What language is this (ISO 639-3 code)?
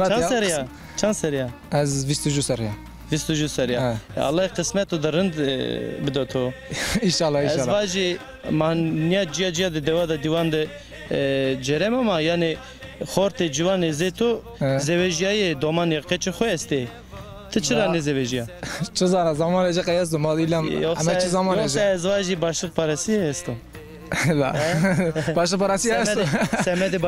zza